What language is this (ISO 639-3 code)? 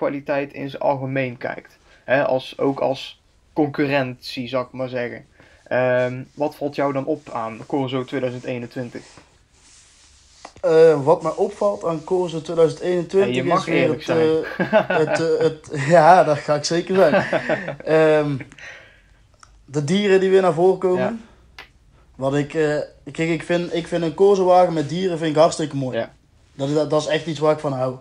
nld